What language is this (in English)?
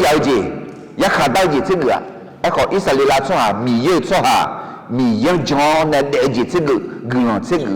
Akha